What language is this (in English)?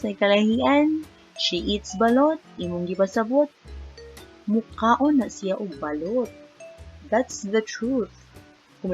Cebuano